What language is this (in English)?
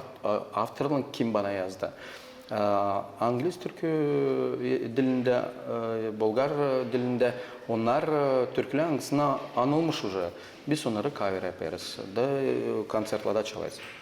Gagauz